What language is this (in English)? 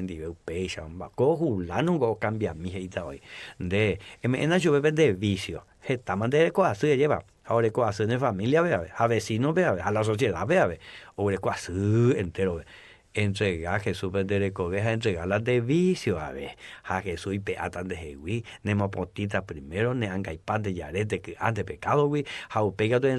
Guarani